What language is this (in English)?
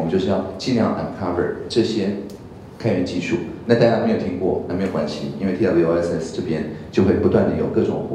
Chinese